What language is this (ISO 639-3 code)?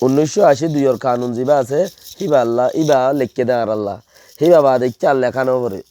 rhg